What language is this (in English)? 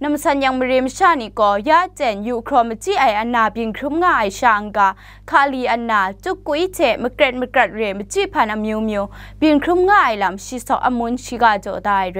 Kachin